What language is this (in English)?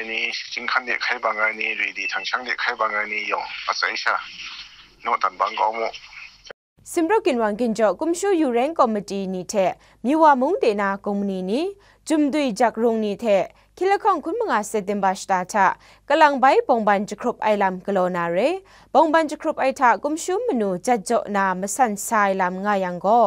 Kachin